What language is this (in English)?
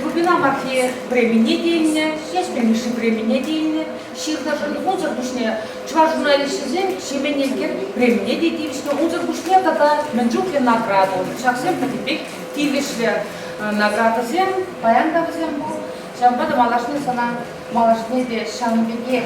Chuvash